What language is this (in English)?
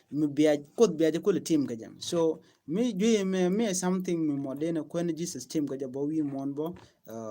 Nuer